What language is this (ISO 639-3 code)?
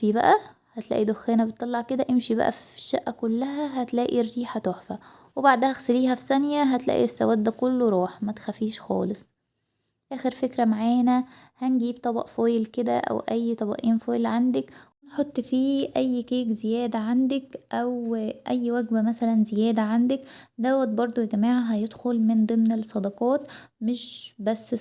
arz